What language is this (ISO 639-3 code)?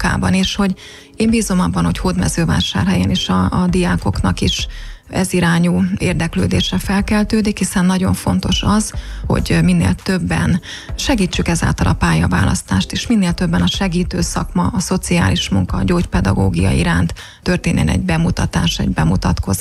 hun